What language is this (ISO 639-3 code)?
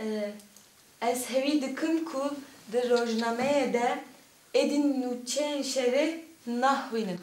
kur